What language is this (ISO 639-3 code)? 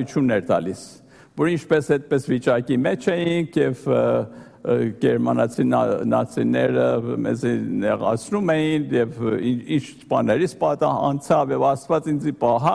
hye